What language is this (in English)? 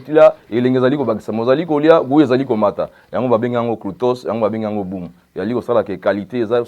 Lingala